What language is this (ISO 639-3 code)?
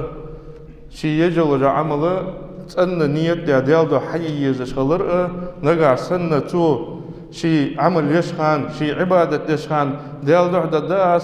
inh